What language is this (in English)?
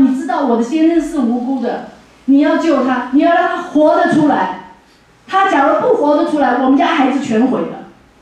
Chinese